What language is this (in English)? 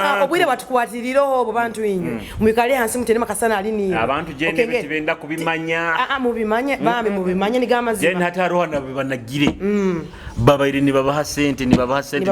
Nyoro